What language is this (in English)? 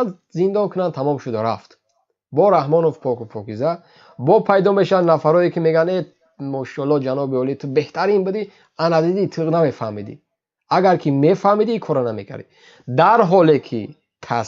Tajik